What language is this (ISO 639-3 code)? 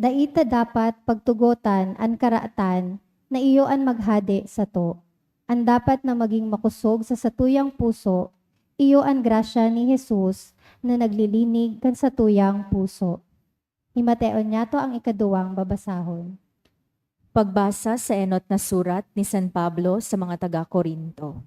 bik